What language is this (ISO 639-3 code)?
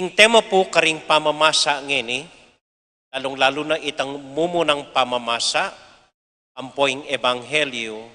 pam